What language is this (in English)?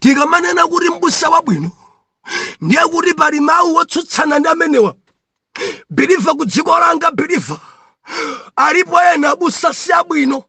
Nyanja